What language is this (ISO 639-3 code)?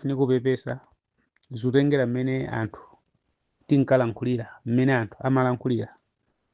nya